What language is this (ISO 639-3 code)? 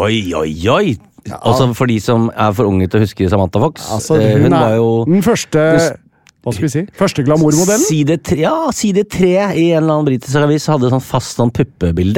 nor